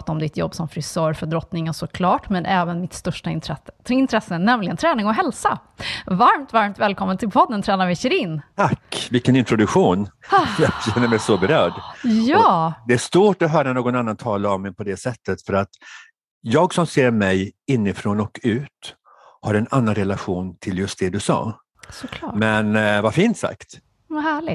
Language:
Swedish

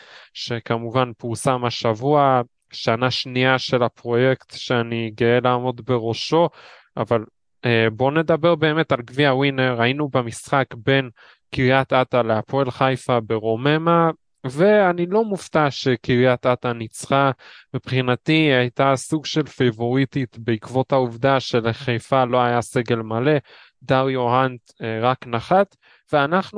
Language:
Hebrew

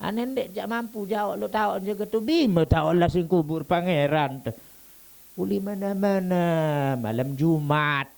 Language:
Sasak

